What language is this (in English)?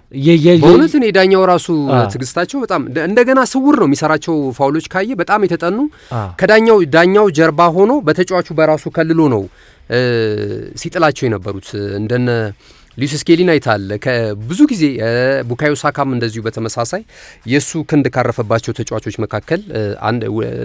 Amharic